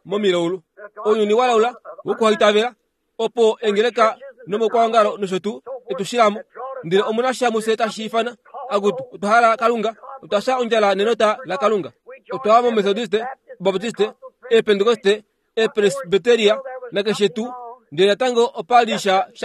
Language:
Kuanyama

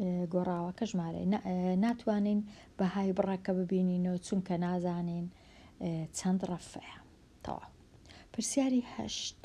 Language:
Central Kurdish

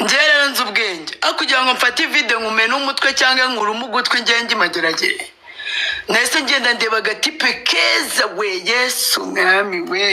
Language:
Kinyarwanda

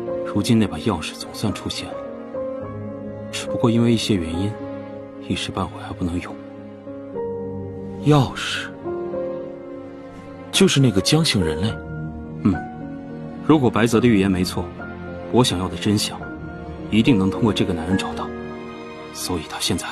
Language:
Chinese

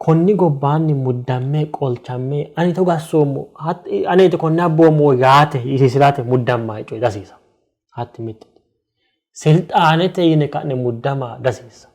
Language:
Sidamo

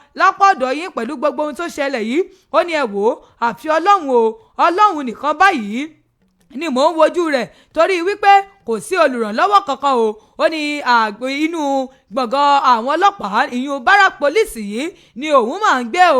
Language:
Yoruba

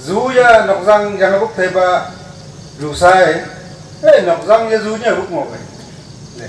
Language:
Wancho Naga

